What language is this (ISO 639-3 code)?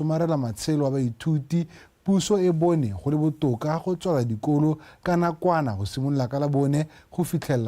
tsn